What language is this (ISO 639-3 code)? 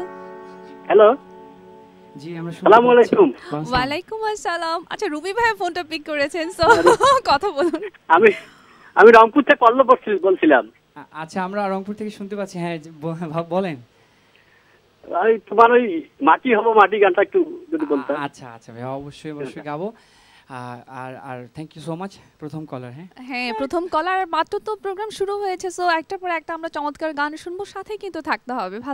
ben